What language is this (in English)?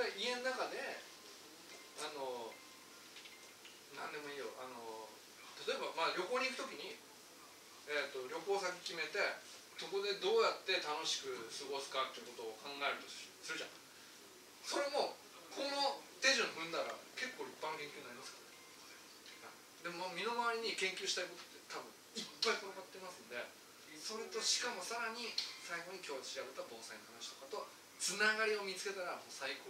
Japanese